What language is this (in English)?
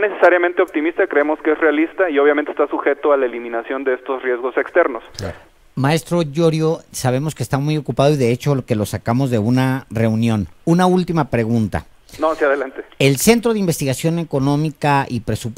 Spanish